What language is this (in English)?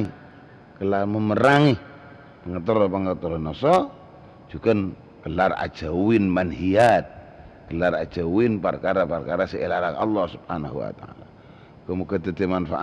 Madurese